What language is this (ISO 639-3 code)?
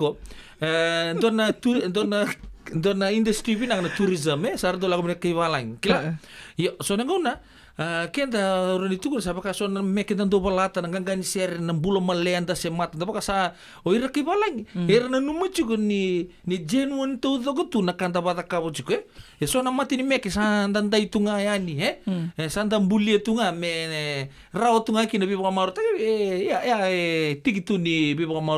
fij